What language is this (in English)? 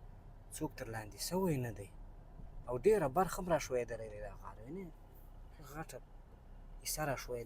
Pashto